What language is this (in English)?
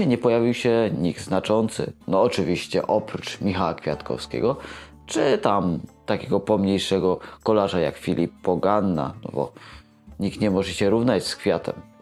Polish